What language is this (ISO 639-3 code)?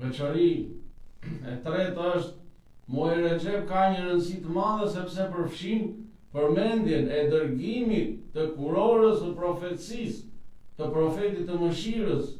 sqi